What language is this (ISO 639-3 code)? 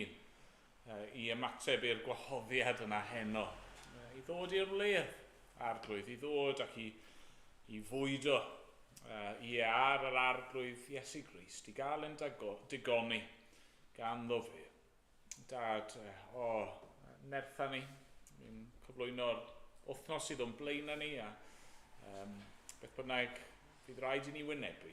cym